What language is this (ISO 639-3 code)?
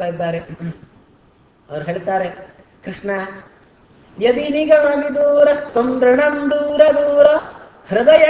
kan